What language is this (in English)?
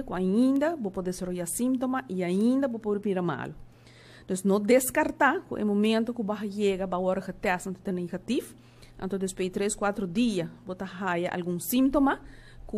Papiamento